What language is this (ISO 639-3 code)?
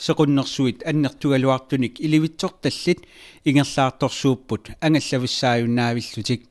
kal